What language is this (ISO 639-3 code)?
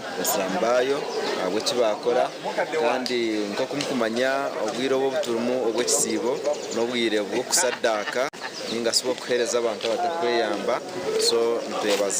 nyn